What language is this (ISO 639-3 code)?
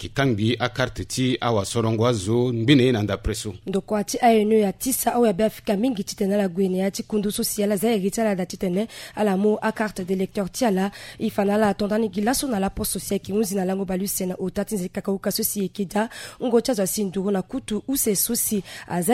sag